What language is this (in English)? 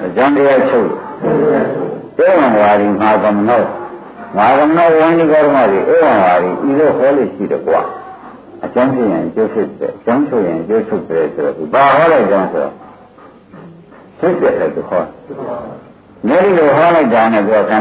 Burmese